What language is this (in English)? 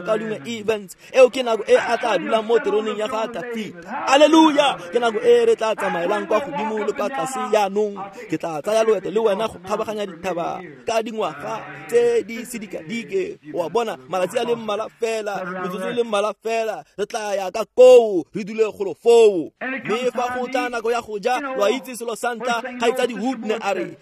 Tswana